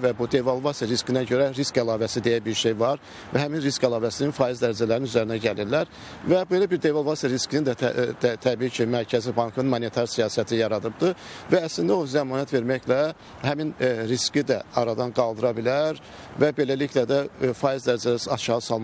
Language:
Azerbaijani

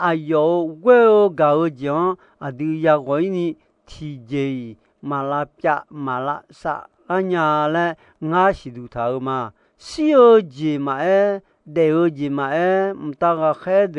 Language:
Akha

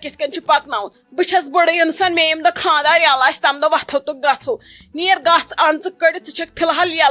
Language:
Kashmiri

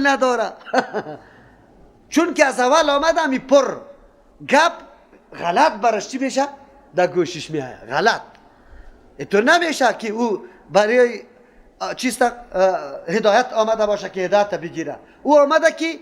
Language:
Persian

